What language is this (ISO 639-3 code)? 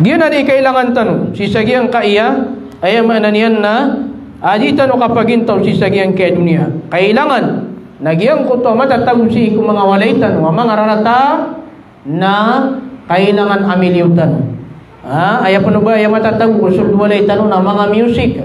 mrw